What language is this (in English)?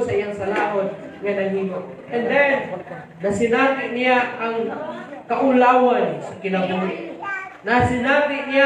Cebuano